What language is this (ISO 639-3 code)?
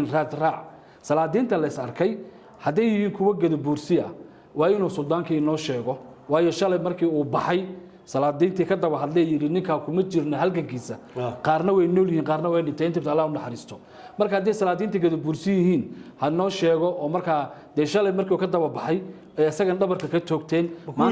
som